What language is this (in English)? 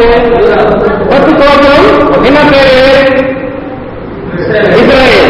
Tamil